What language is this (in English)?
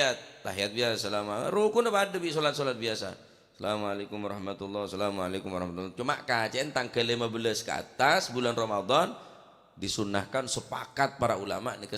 Madurese